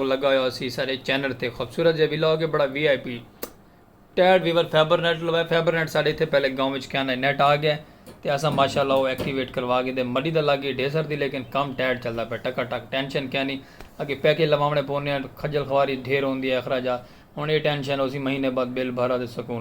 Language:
Saraiki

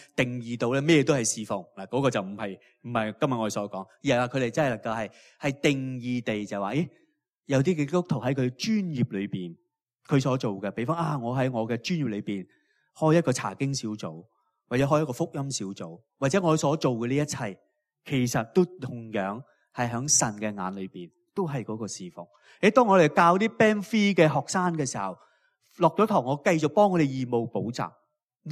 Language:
Cantonese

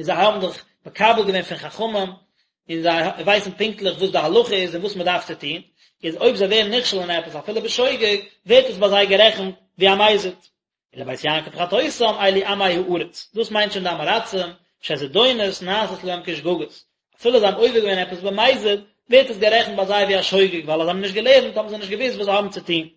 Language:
Yiddish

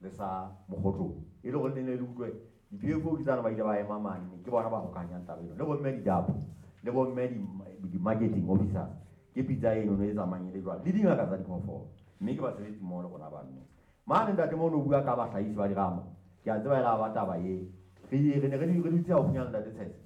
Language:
Southern Sotho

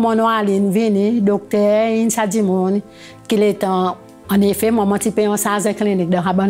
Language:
Seselwa Creole French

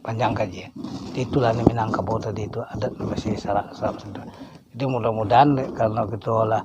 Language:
Minangkabau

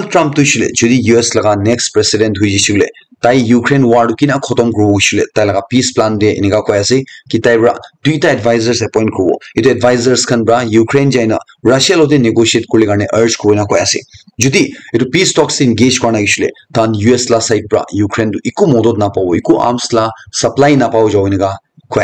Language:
Naga Pidgin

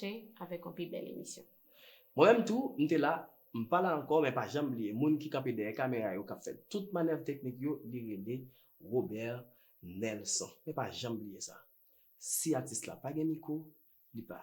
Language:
Haitian Creole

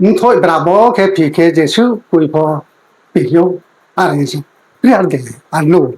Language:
Riang (India)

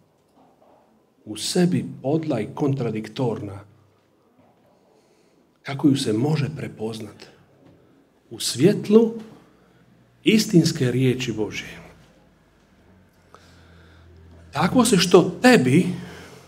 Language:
Croatian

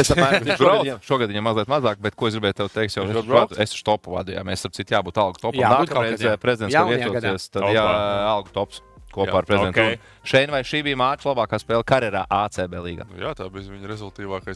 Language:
Latvian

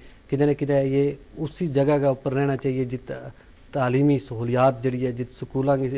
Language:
Gujari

